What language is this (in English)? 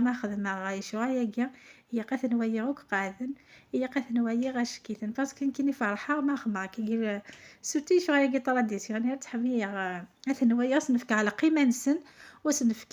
Kabyle